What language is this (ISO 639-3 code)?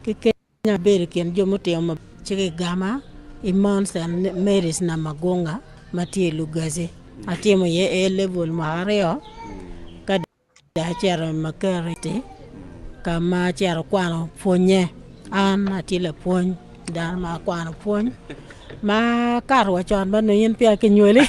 ach